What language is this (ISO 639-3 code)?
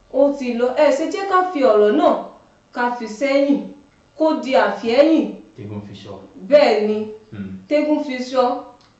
yor